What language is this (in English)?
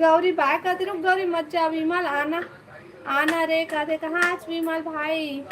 Chhattisgarhi